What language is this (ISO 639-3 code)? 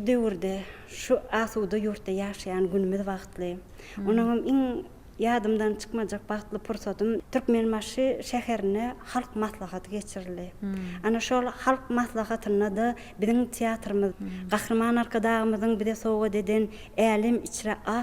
tuk